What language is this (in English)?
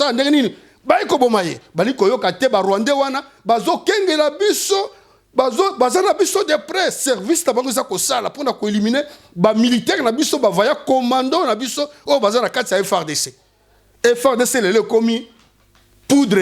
Lingala